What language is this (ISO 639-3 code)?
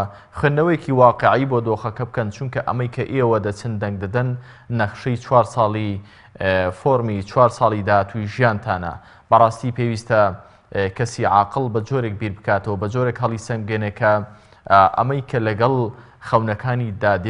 ckb